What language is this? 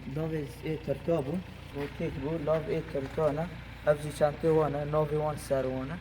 Kurdish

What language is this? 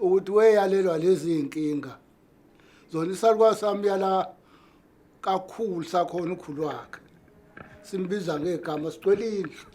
Zulu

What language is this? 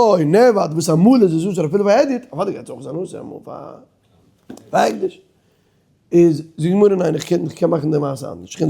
Yiddish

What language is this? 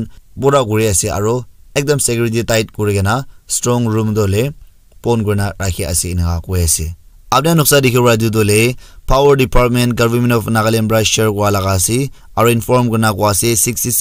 Naga Pidgin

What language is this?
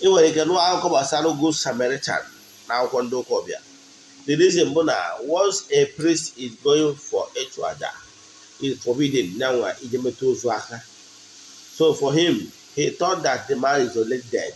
Igbo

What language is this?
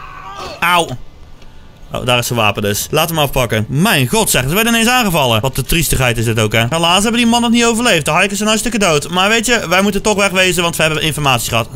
Dutch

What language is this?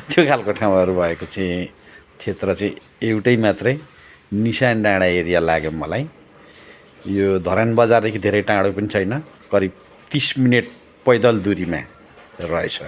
Nepali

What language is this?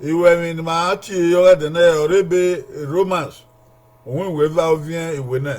Bini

